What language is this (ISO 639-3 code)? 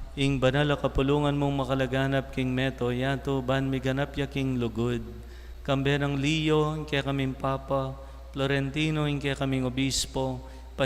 pam